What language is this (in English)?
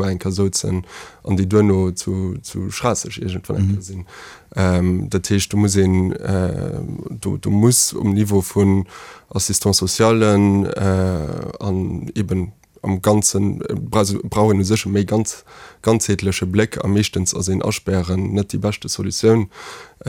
Luxembourgish